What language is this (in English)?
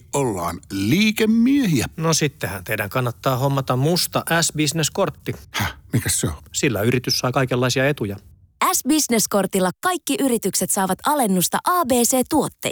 Finnish